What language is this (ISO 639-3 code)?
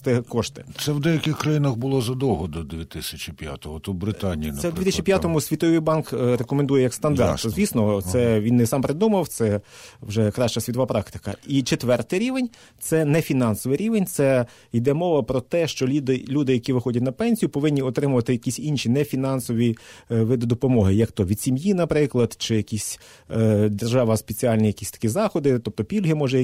ukr